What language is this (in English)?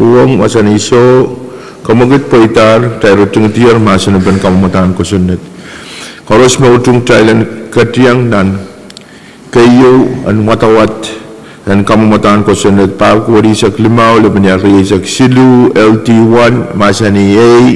Pohnpeian